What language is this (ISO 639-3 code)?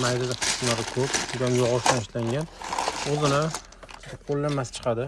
uzb